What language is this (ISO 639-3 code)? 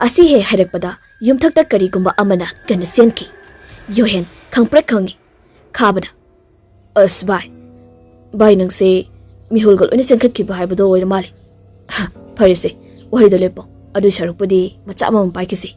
mni